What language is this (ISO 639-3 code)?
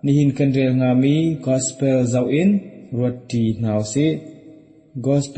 cnh